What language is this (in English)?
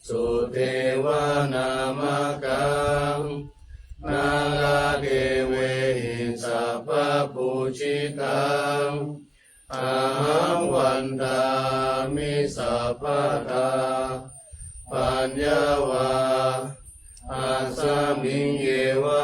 Pali